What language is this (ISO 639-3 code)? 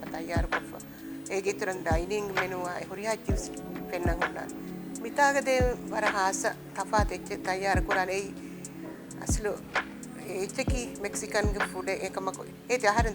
div